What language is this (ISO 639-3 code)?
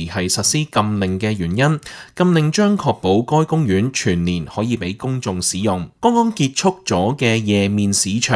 yue